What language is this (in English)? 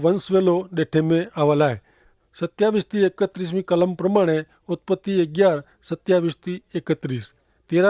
Kachhi